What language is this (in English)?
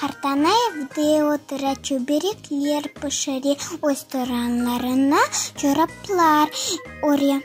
Crimean Tatar